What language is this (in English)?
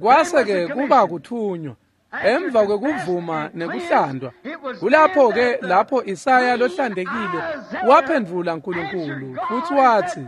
Swati